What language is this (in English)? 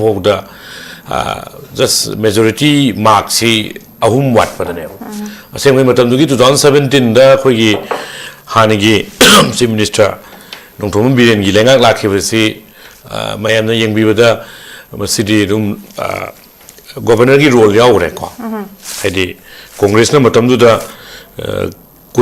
Manipuri